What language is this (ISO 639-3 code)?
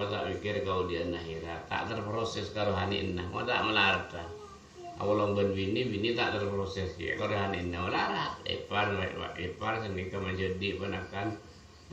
mad